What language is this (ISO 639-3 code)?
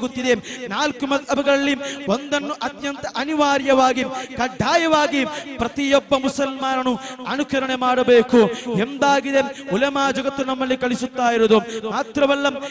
kan